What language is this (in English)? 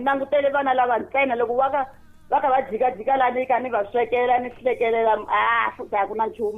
Tsonga